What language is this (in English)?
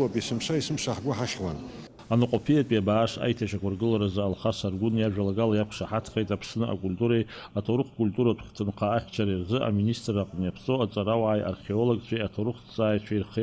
Abkhazian